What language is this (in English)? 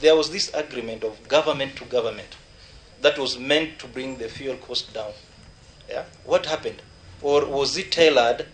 Kikuyu